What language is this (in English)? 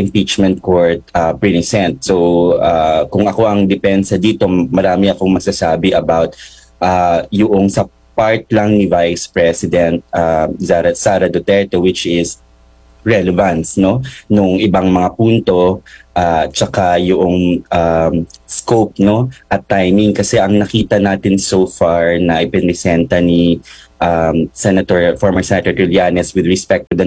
Filipino